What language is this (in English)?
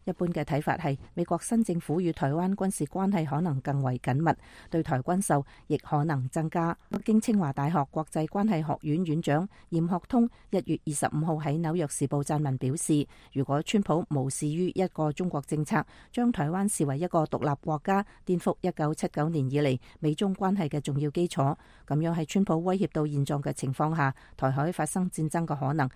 Cantonese